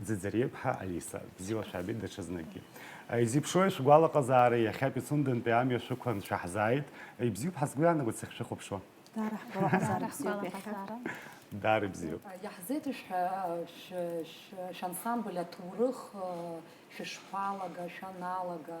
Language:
Abkhazian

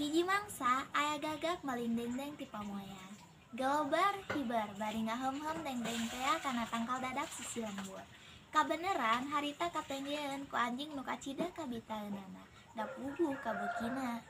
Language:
Sundanese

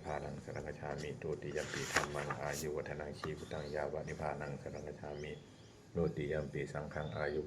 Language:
Pali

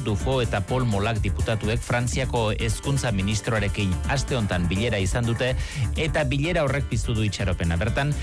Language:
Basque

